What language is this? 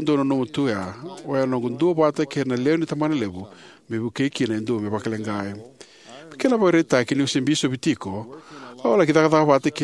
Fijian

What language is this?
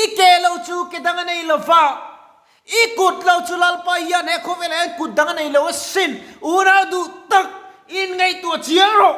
Mizo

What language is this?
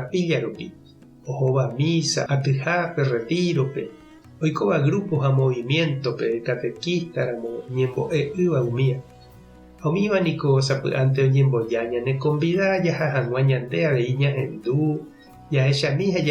Guarani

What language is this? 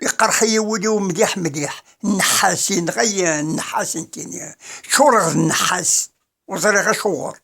Kabyle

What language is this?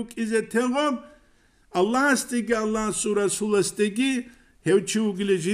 Avaric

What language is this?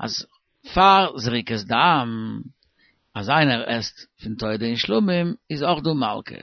Yiddish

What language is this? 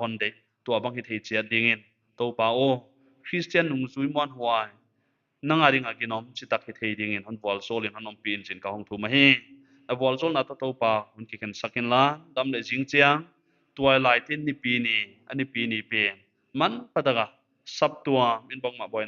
Paite Chin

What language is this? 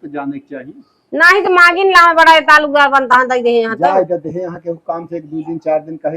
Awadhi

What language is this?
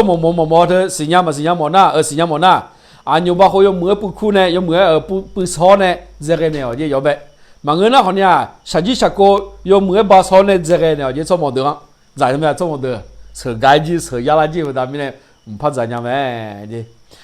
Akha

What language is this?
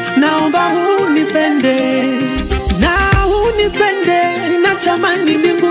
Swahili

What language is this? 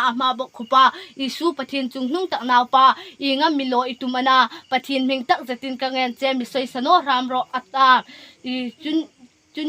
Hmar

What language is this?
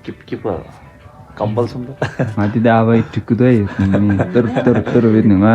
Tibetan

